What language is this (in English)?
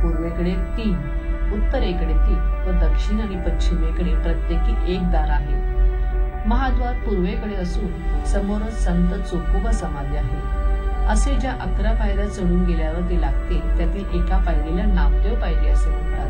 Marathi